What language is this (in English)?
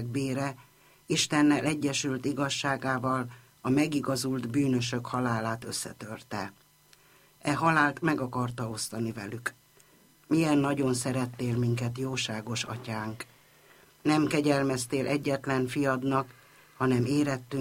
Hungarian